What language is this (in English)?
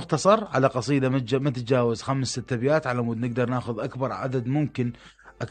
Mesopotamian Arabic